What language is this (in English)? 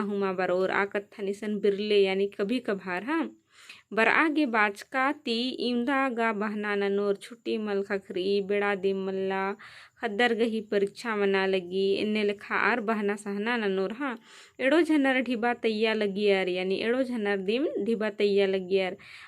Kurukh